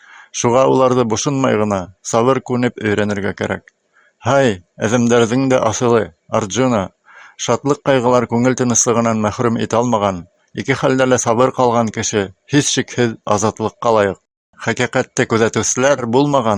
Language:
Bashkir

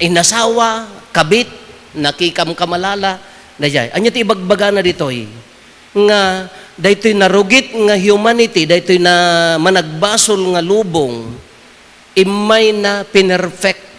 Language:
Iloko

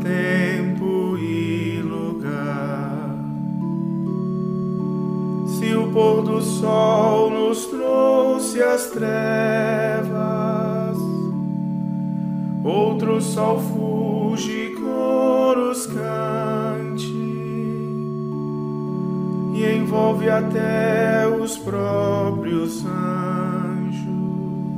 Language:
Portuguese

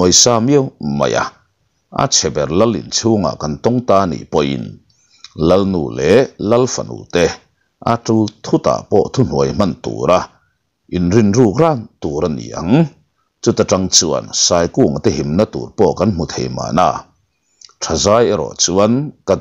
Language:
Mizo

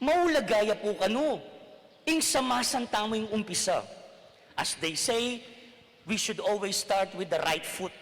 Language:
Pampanga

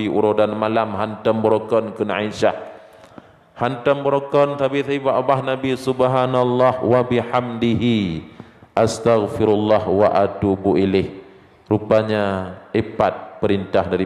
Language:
Achinese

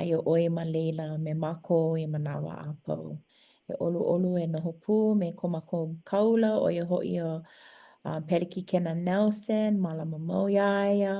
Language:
Hawaiian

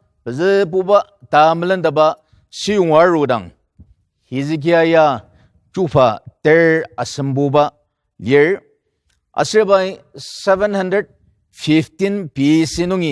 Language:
Ao Naga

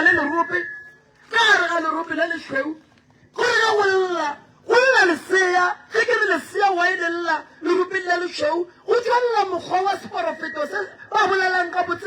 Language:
Northern Sotho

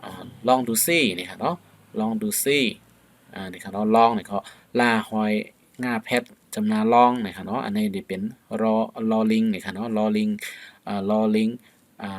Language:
Shan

